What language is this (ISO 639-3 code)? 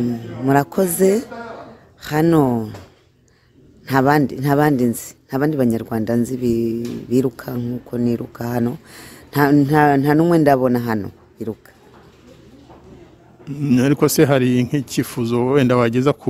kin